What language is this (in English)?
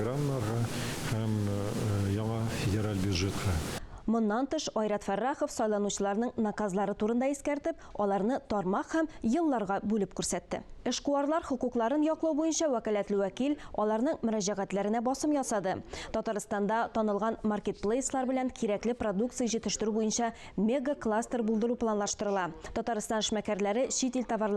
Tatar